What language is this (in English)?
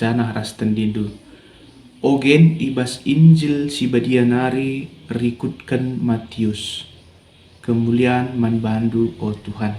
Batak Karo